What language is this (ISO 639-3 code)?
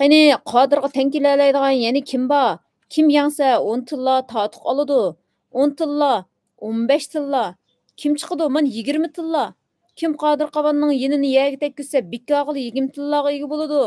uig